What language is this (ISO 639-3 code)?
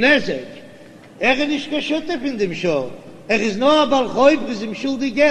yid